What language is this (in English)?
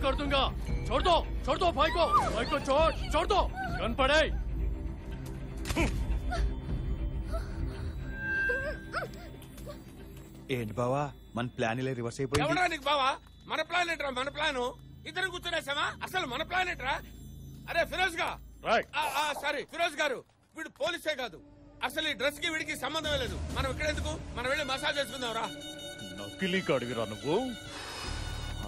Telugu